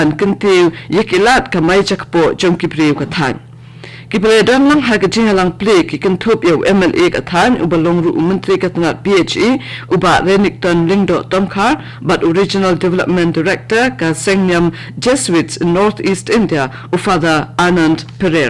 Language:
Khasi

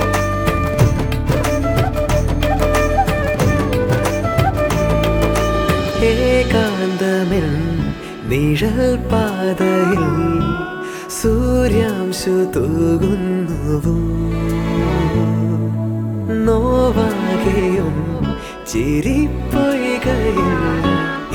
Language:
Malayalam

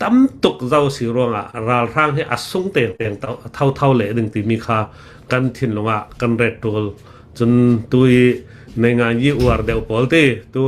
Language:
Hakha Chin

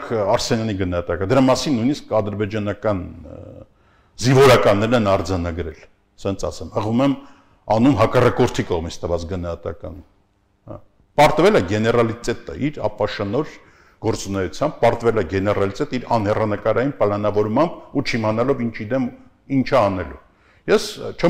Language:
Armenian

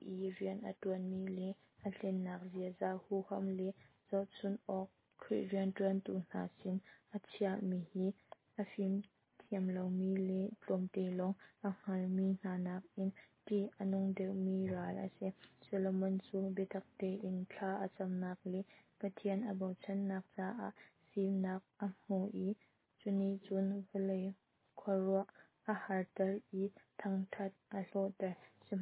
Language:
Hakha Chin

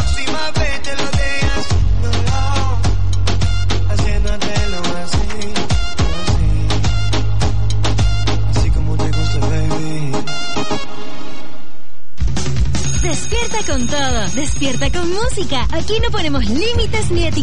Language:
Spanish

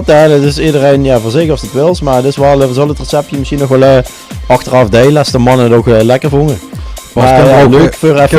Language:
Limburgish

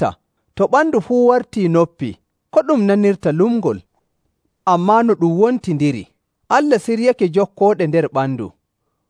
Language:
Nigerian Fulfulde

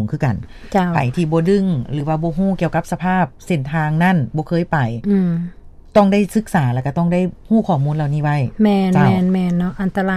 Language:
Lao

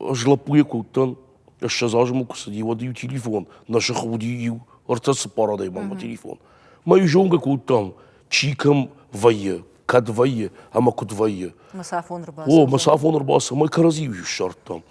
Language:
Ossetic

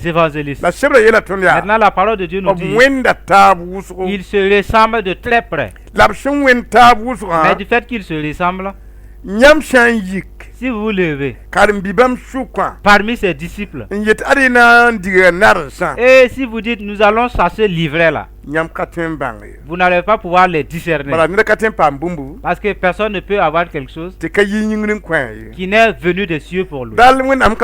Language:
Mossi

